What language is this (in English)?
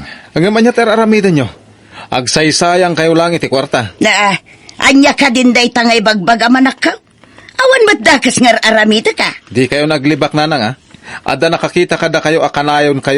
Iloko